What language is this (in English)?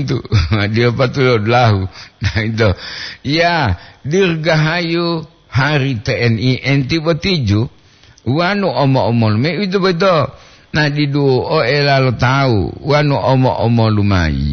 Gorontalo